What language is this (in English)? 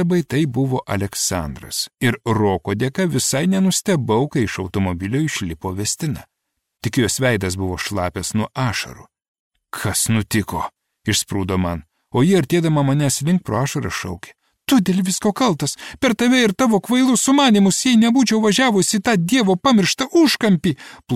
Lithuanian